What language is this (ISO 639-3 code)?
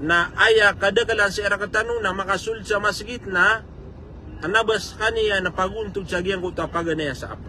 mrw